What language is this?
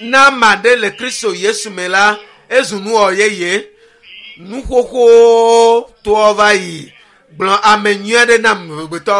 Ewe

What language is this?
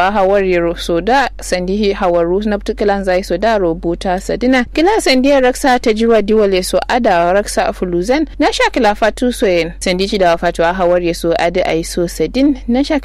Kanuri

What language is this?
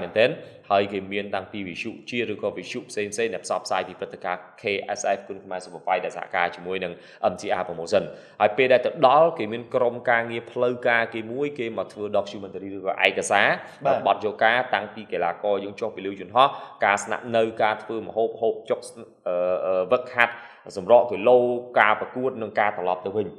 Khmer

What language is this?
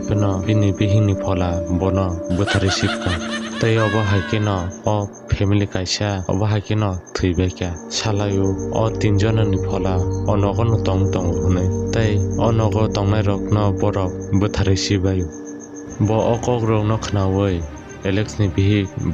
Kok Borok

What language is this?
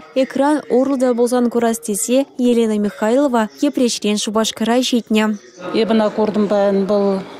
Chuvash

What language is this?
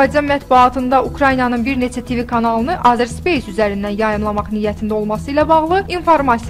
Azerbaijani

